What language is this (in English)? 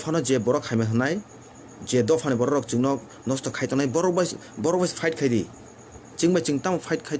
Kok Borok